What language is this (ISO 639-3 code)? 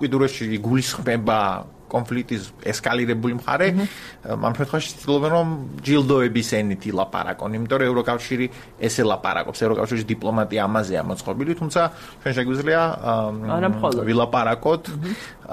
kat